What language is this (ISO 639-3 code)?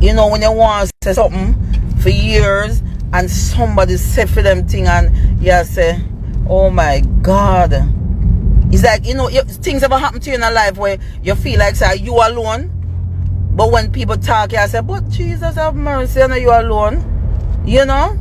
jam